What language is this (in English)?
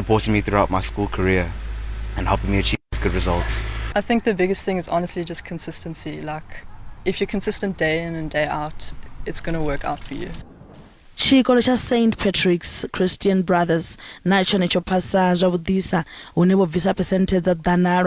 Venda